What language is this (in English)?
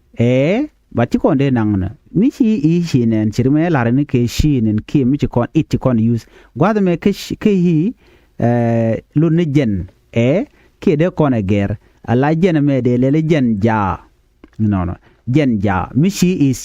Nuer